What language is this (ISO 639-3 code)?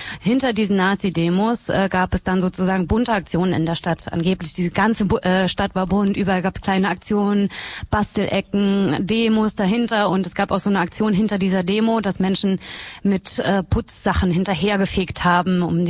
deu